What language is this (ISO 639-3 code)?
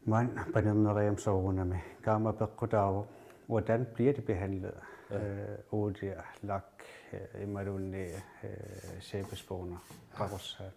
kal